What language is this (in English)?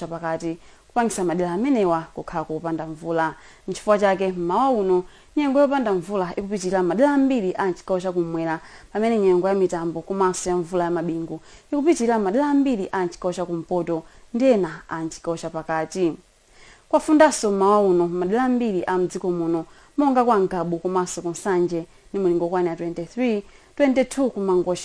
Nyanja